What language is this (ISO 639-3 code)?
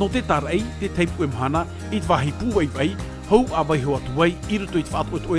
tah